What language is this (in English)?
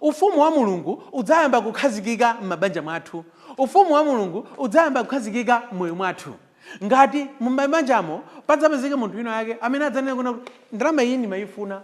Nyanja